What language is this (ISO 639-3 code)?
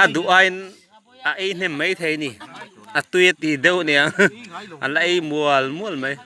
lus